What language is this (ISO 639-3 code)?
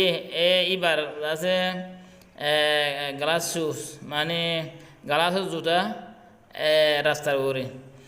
rhg